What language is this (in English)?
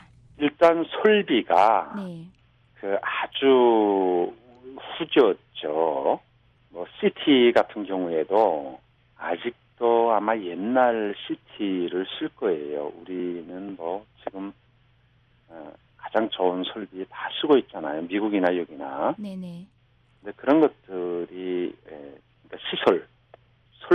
Korean